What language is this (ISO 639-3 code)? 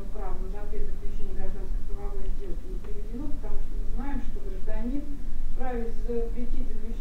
rus